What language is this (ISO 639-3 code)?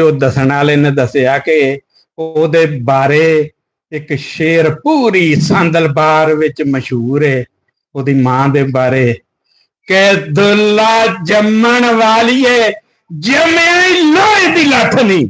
lah